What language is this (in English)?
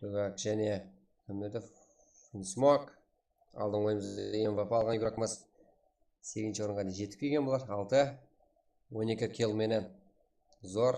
Kara-Kalpak